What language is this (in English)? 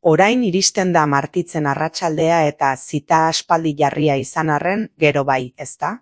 Basque